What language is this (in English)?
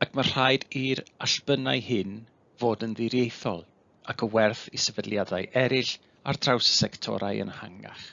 Welsh